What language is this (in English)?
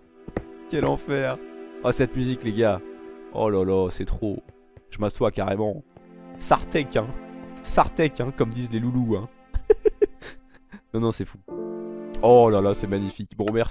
French